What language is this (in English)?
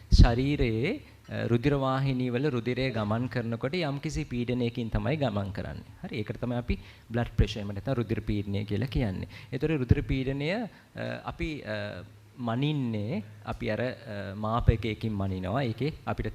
Sinhala